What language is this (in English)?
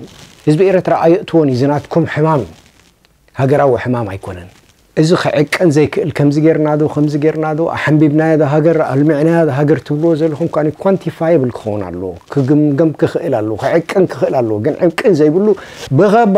Tigrinya